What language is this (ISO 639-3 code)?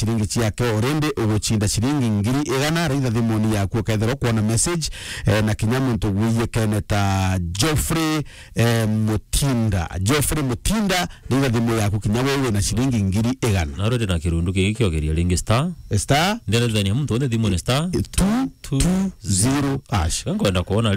mer